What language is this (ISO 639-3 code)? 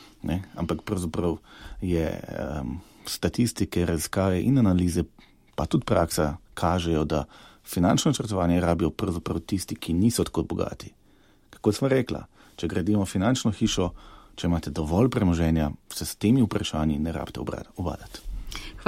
slv